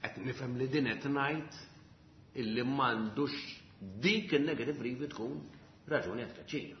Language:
Maltese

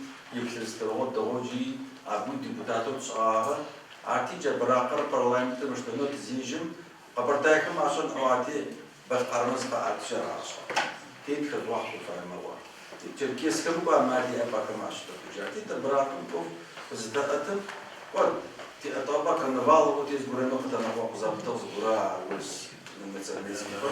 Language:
Adyghe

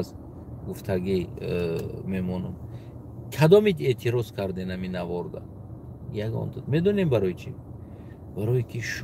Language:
Tajik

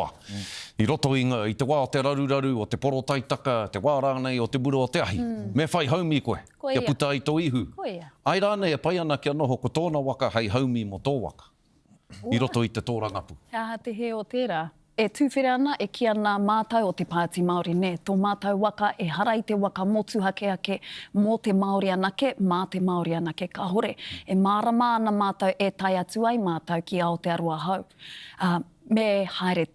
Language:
Māori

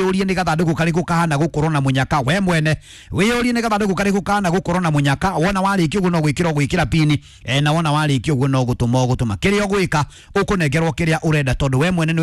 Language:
Kikuyu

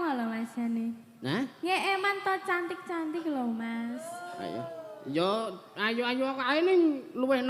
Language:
Javanese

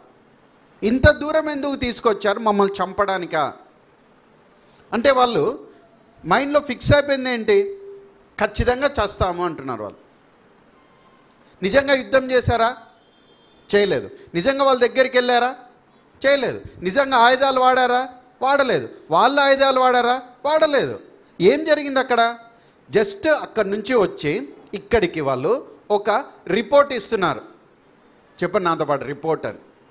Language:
Telugu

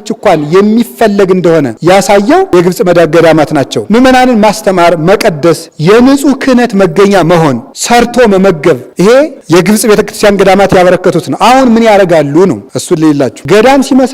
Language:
Amharic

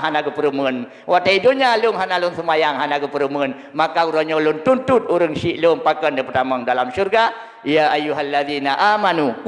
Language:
Achinese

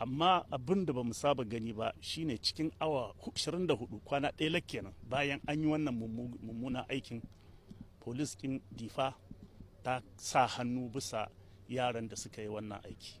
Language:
Hausa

